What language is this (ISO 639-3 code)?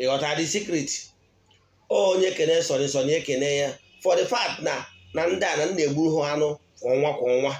ibo